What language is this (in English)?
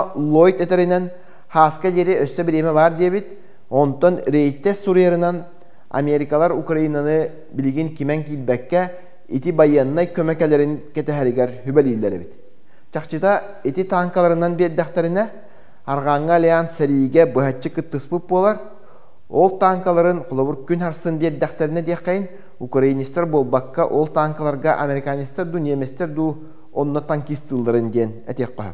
Yakut